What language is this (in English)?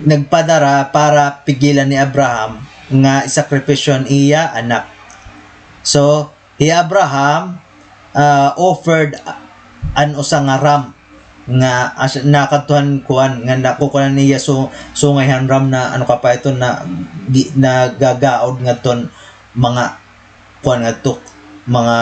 Waray